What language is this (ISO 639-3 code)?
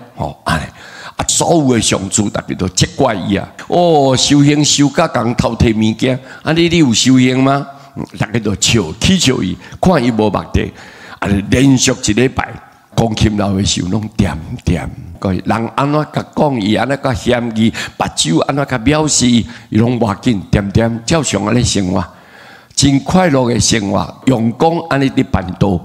nan